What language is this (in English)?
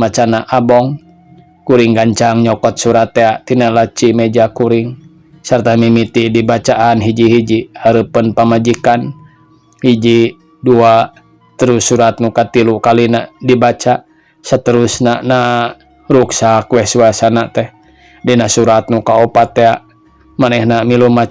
Sundanese